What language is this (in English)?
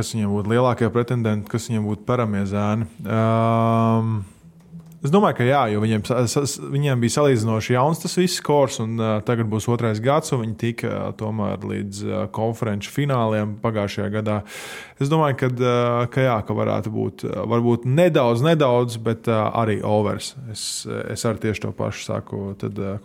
Latvian